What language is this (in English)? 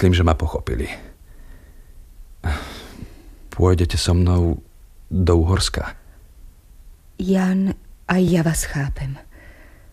Slovak